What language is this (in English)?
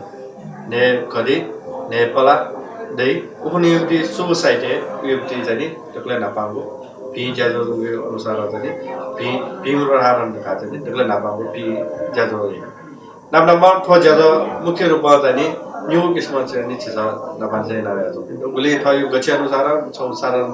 Newari